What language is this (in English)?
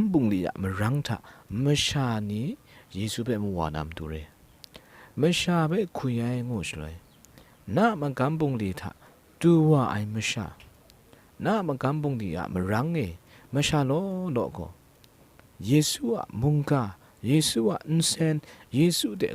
Kachin